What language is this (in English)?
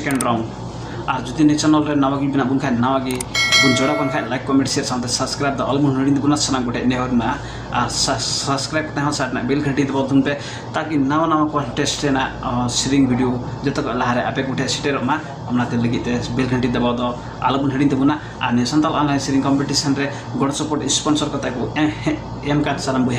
Santali